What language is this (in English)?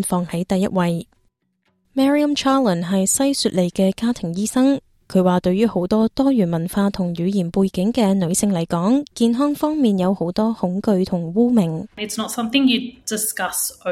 Cantonese